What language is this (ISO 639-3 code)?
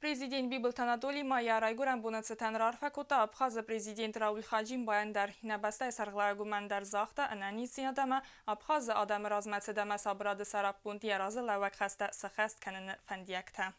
oss